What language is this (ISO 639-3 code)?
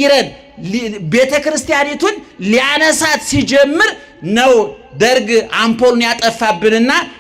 amh